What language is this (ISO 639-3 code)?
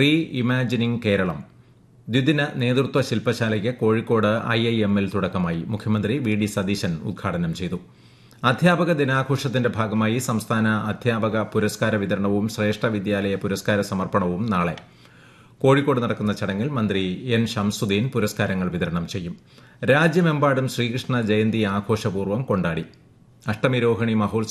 mal